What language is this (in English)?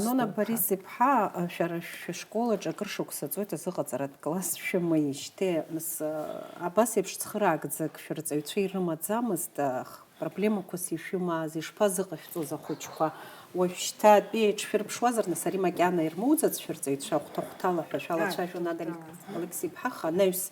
Abkhazian